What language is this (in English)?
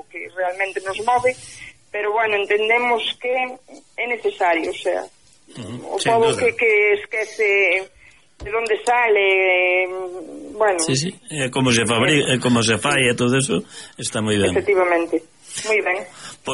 Galician